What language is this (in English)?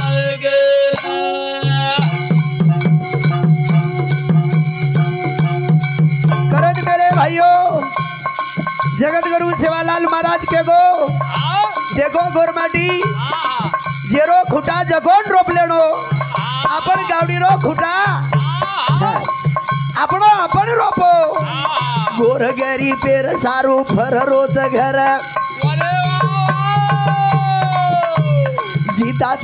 Lambadi